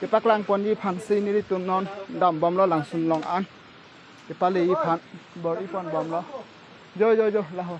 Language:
Karbi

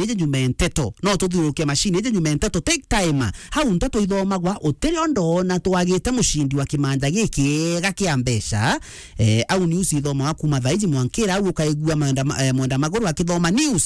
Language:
Meru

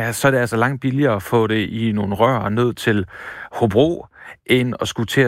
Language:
Danish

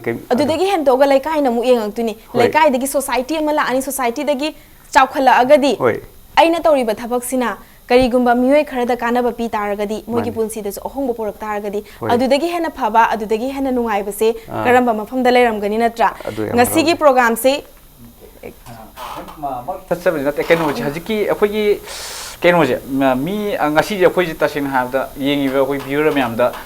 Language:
Manipuri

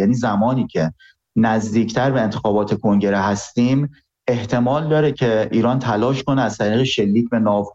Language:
Persian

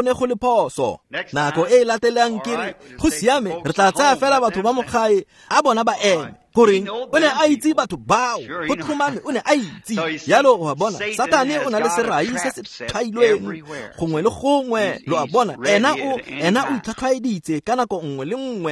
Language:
Tswana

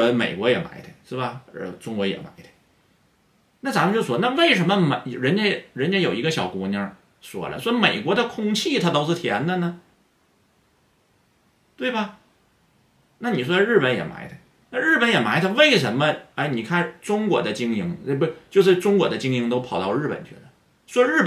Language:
Chinese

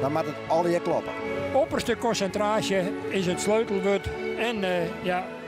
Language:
Western Frisian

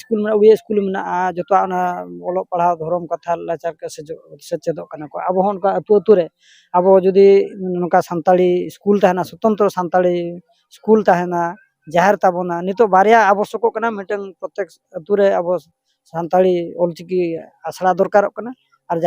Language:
Santali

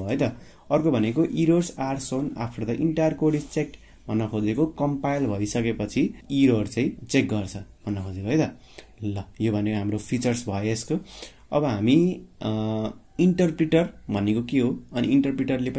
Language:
Nepali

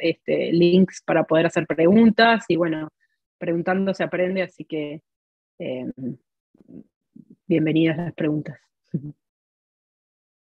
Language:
Spanish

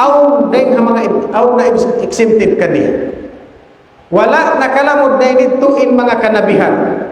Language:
Tausug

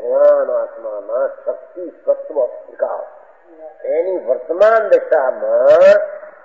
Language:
Gujarati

